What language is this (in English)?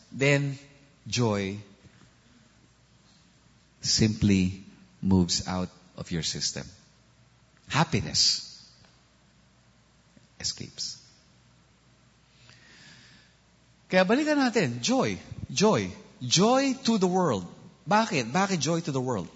Filipino